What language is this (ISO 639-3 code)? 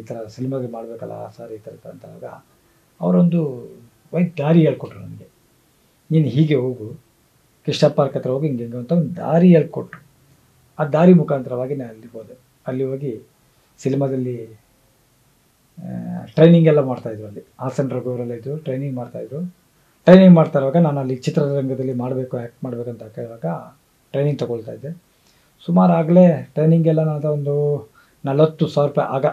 kan